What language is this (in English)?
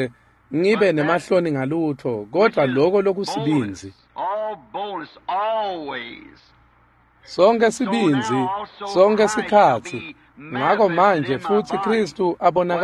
Swati